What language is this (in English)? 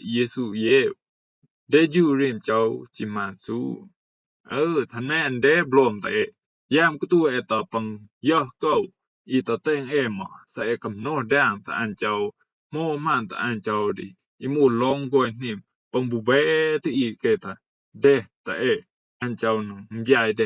Rumai Palaung